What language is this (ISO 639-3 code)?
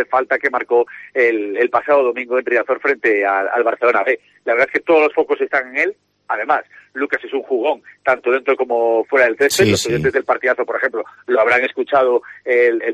spa